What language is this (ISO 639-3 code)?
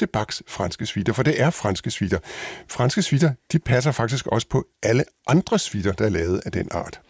dan